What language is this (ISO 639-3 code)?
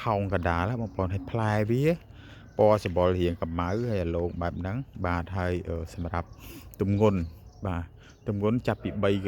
khm